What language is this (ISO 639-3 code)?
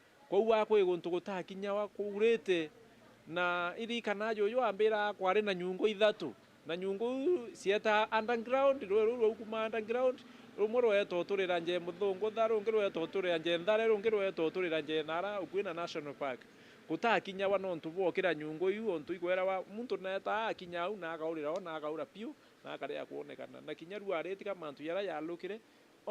mer